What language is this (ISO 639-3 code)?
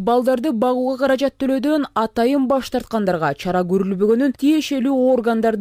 kir